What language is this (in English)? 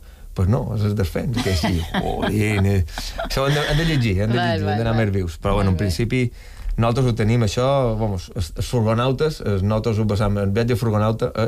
Catalan